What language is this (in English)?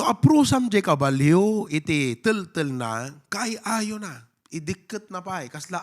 Iloko